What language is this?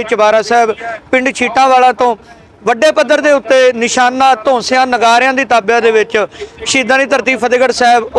Punjabi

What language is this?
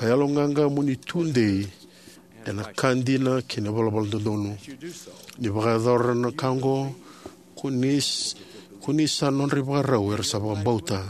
Fijian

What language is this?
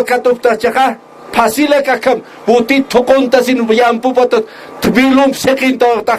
Aymara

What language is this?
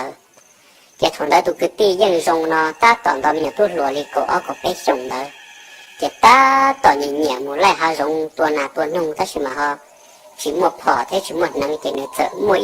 Hmong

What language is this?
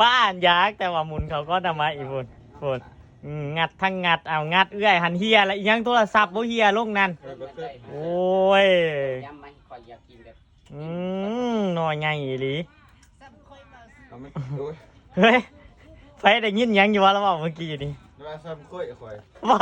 Northeastern Thai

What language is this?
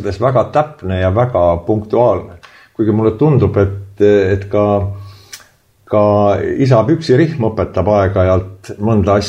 Estonian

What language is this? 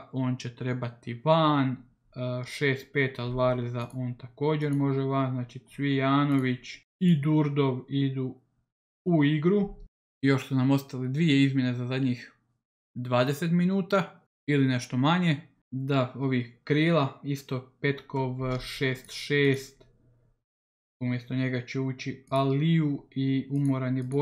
Croatian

